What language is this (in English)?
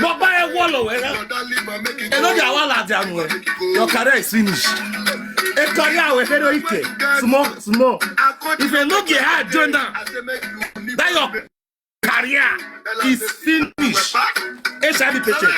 Nigerian Pidgin